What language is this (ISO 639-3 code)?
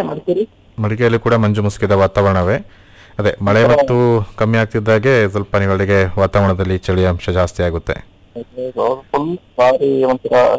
kan